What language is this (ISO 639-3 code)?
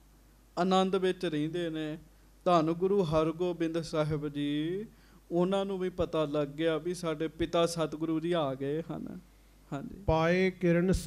pan